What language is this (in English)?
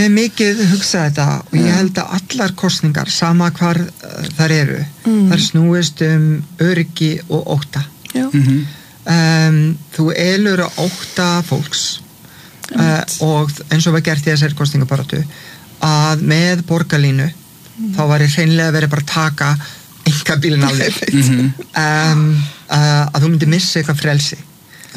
Icelandic